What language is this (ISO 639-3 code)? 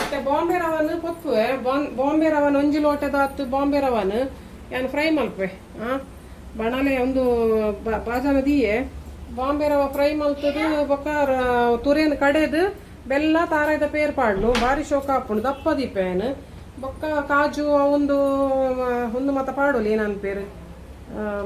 tcy